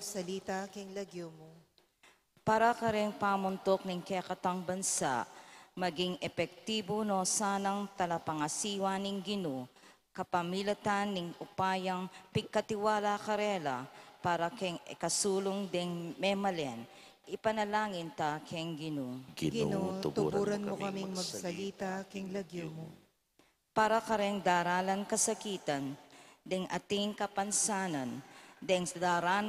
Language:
Pampanga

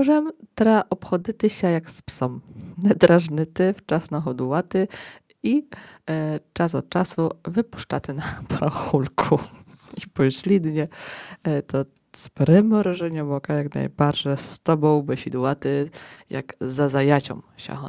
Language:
Rusyn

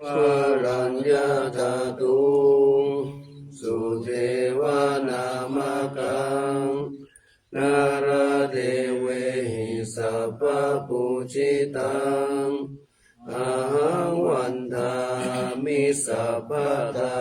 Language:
Pali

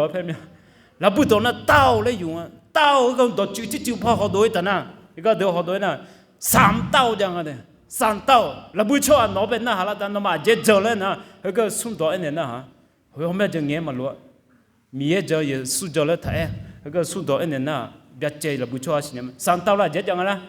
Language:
Akha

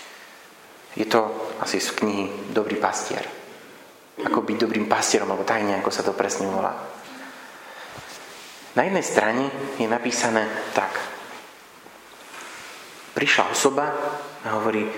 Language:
Slovak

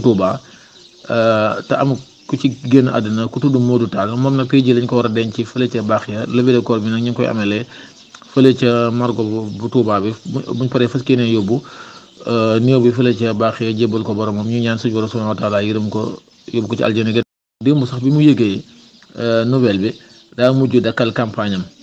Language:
Wolof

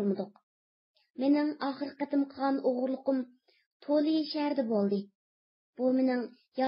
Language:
Uyghur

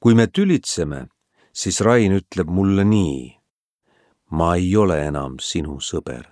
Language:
Estonian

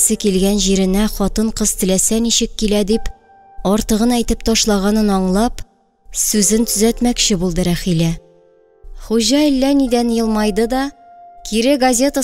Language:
Tatar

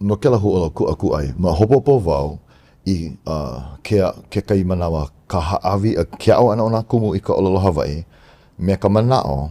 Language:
Hawaiian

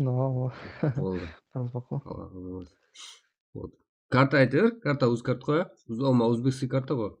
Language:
Kara-Kalpak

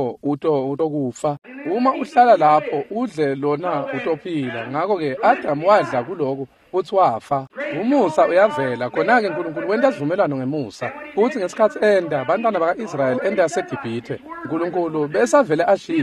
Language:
Swati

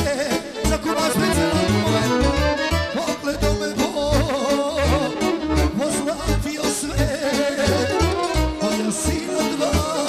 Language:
Serbian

